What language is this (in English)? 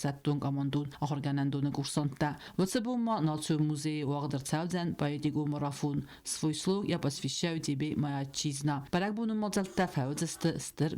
Ossetic